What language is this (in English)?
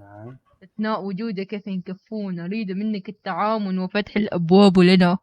Mesopotamian Arabic